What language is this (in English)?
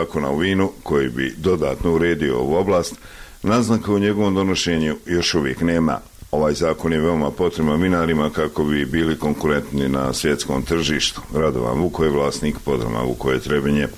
Croatian